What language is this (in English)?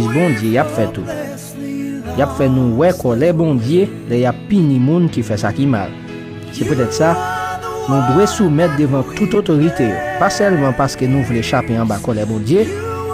Haitian Creole